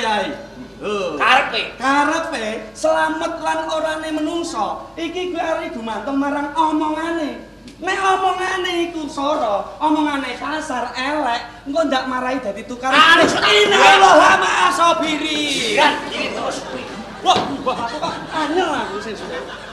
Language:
Javanese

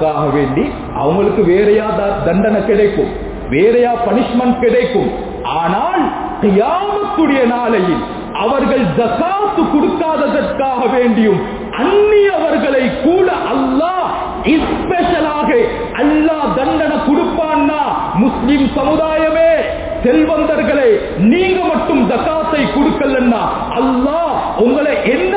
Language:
Tamil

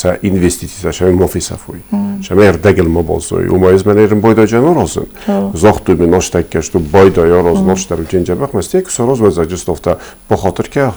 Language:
Ossetic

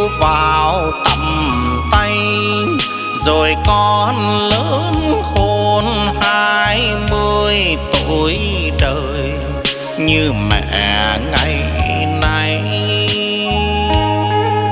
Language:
Vietnamese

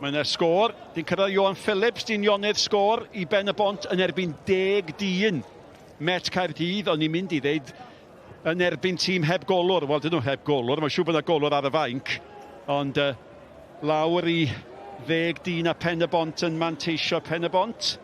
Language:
Welsh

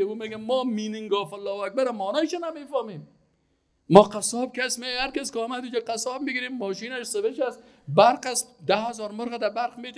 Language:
Persian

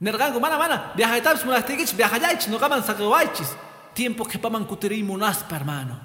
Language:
Quechua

